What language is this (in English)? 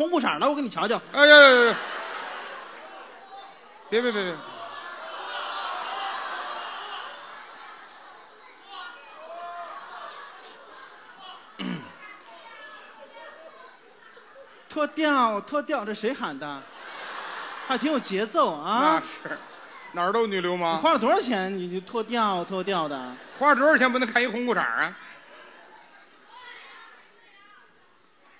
Chinese